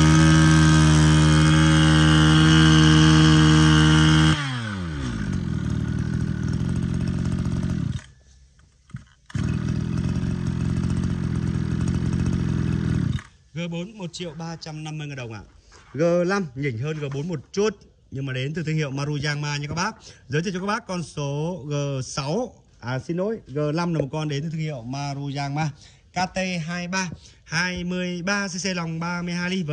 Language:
Vietnamese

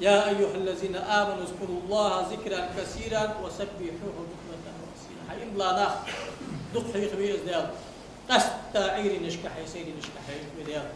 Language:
Ingush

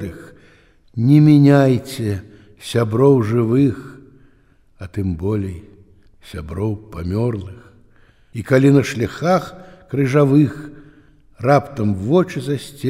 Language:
Belarusian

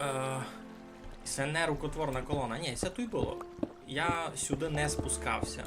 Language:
Rusyn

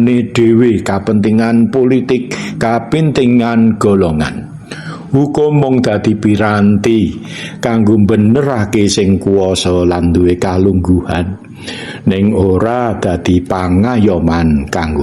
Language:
Javanese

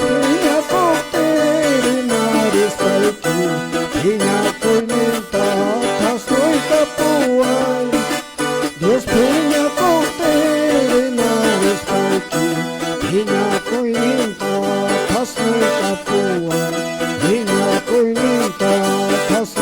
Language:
Quechua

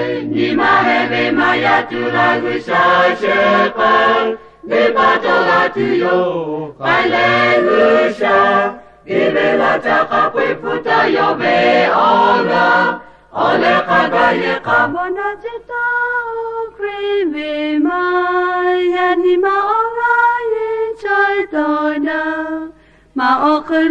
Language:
Lahu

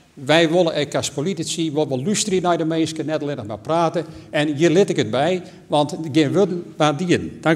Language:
Western Frisian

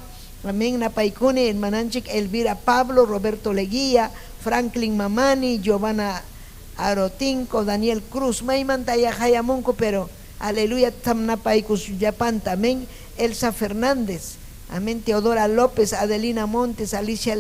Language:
Ayacucho Quechua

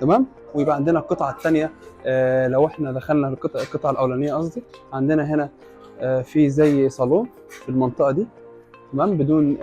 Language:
Egyptian Arabic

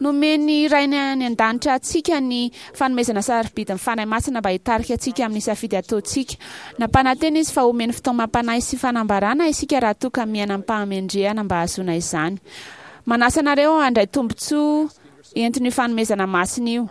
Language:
Malagasy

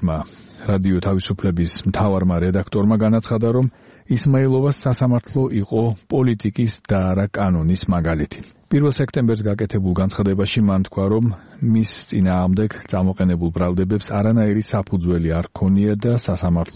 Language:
Georgian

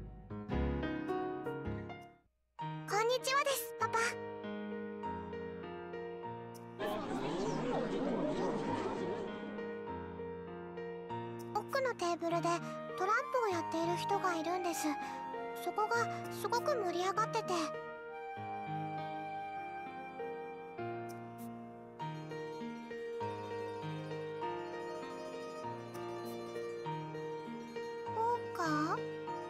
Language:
Japanese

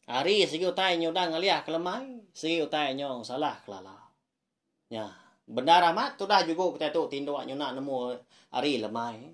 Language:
Iban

